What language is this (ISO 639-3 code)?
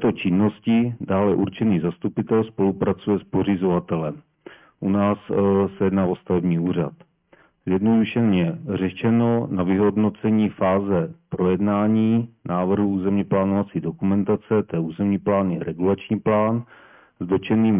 ces